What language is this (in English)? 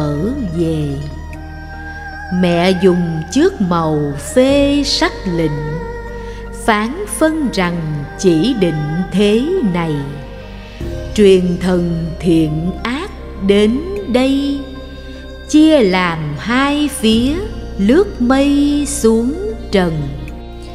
Vietnamese